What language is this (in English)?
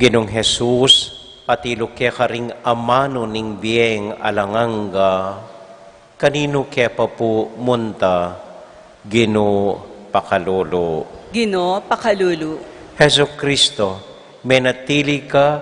Pampanga